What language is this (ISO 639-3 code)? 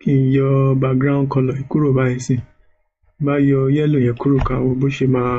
yor